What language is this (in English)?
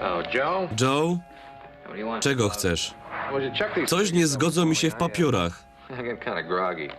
Silesian